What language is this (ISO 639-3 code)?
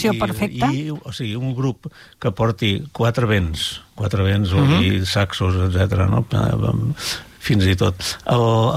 cat